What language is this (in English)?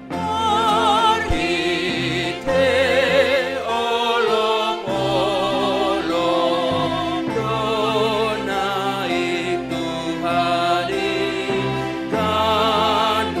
Batak Simalungun